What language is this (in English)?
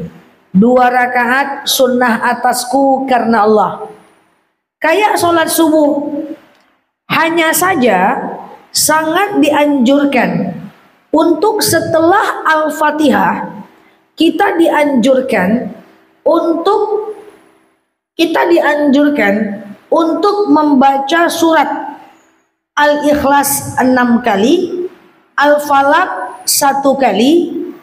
Indonesian